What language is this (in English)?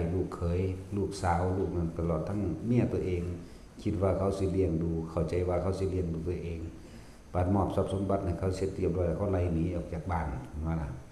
Northeastern Thai